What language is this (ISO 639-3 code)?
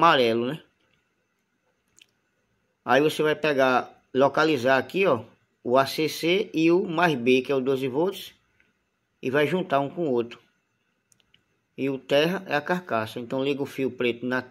por